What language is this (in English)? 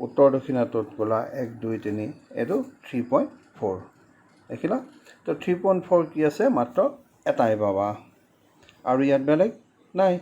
Assamese